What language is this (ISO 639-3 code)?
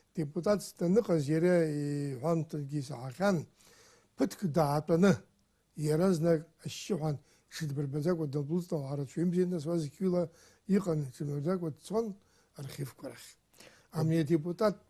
abk